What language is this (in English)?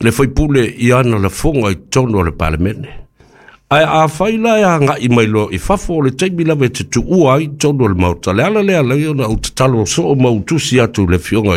Samoan